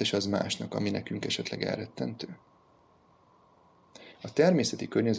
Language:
Hungarian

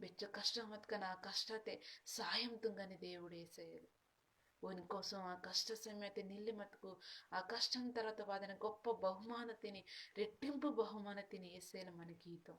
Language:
Koya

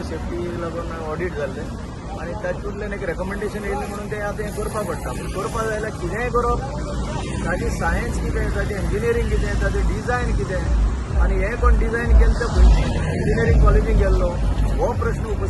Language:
Konkani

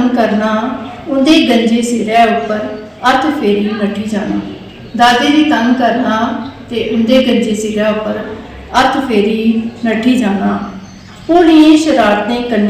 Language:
Dogri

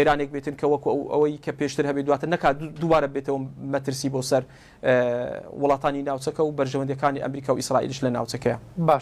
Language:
Central Kurdish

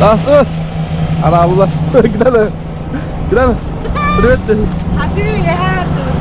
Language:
Yakut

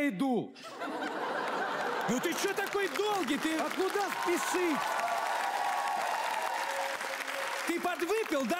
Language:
Russian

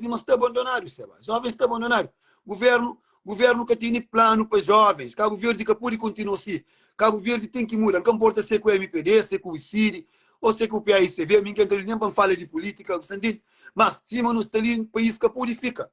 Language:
Kabuverdianu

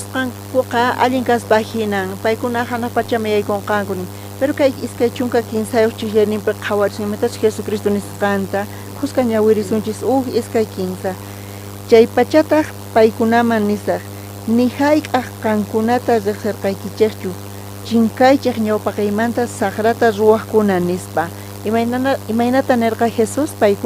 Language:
South Bolivian Quechua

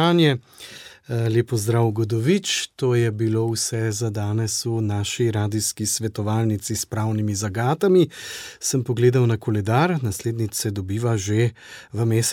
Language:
Slovenian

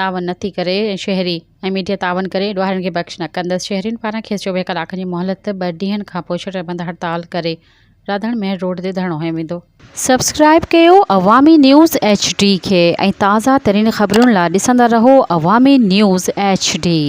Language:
Sindhi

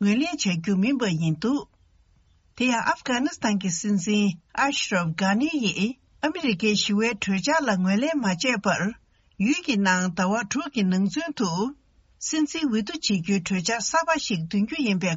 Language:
Tibetan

